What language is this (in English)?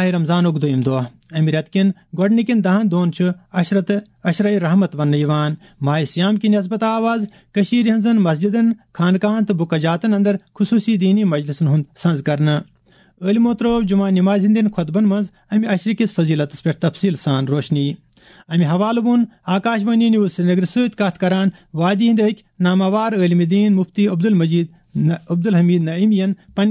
Kashmiri